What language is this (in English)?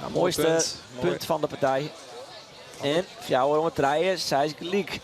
Western Frisian